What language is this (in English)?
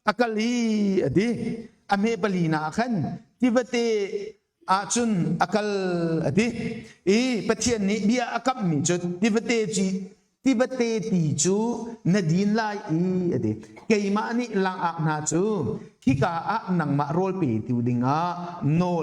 Hakha Chin